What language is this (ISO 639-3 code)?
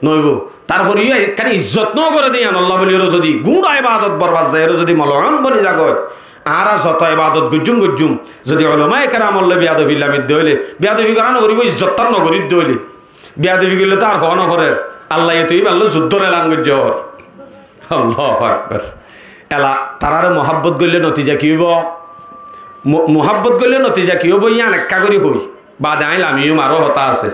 rhg